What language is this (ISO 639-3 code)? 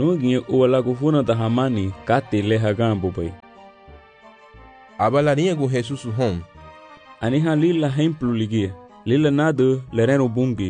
cab